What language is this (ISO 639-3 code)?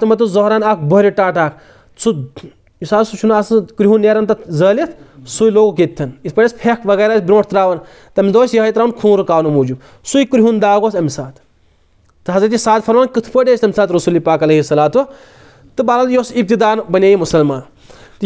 kas